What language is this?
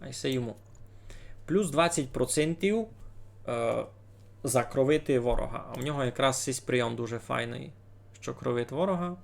Rusyn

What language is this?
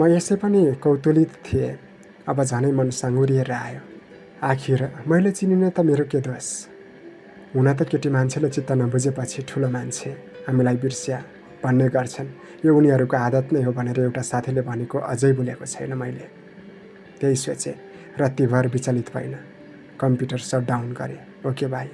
Nepali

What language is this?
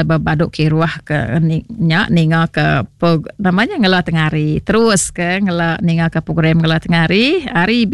Iban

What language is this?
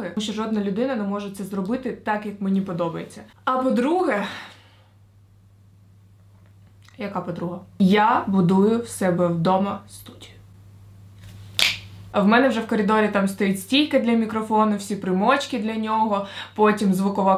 Ukrainian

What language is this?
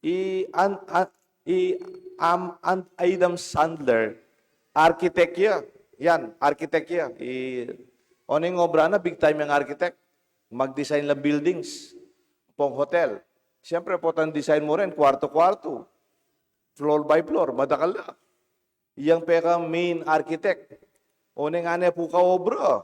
Pampanga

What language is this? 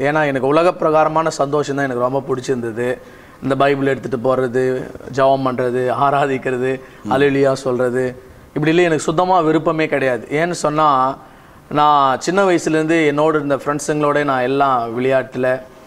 Tamil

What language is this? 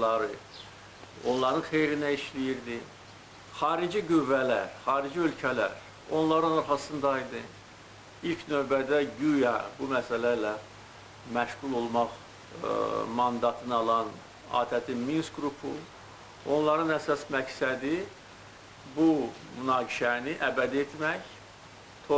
Azerbaijani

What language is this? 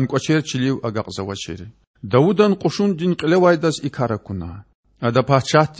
Lezghian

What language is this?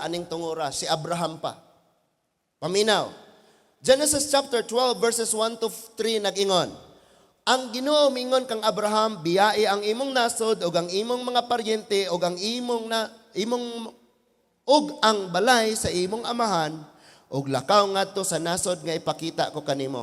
Cebuano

